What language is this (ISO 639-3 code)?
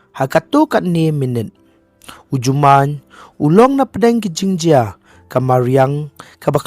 kha